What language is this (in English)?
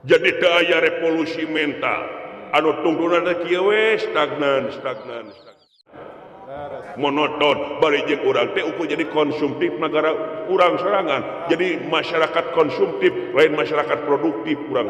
Sundanese